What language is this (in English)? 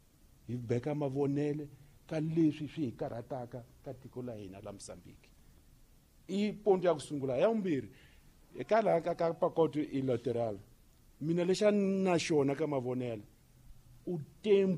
Tsonga